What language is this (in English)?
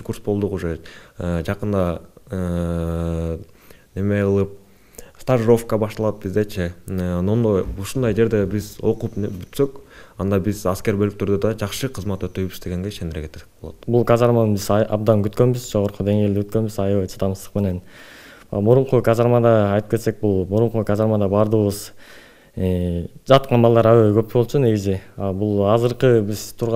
Kyrgyz